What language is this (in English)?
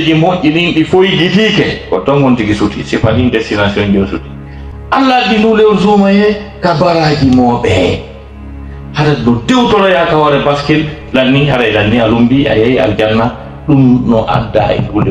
Fula